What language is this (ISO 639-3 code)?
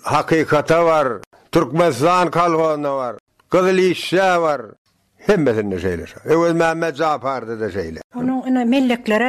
tuk